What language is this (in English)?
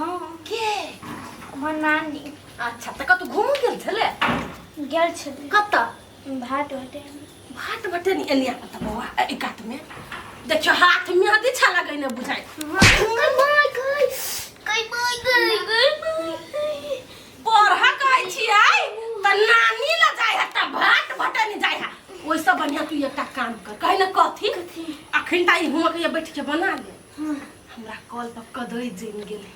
Maithili